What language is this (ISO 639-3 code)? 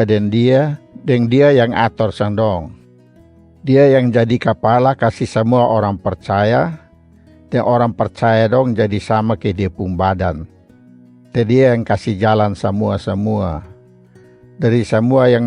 mkn